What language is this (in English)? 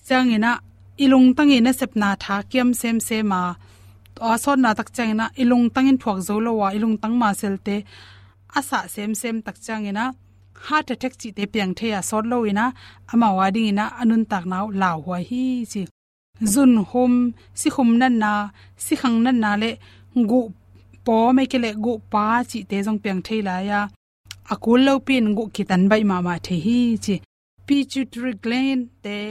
Tedim Chin